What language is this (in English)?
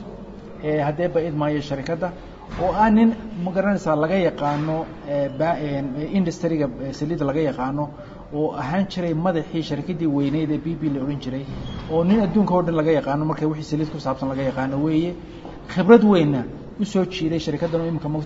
Somali